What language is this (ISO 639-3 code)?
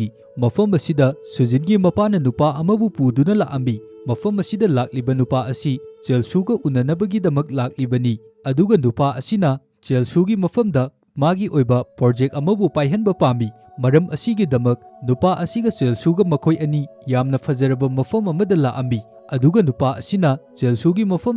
mni